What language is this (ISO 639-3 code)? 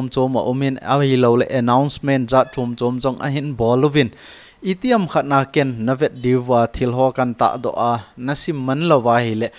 tcz